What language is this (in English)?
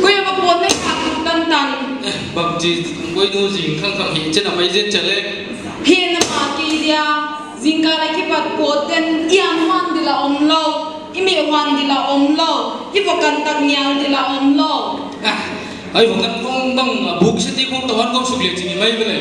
Paite Chin